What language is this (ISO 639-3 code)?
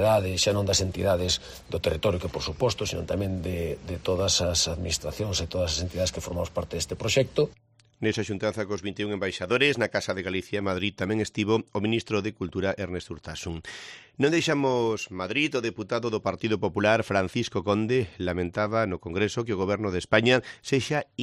glg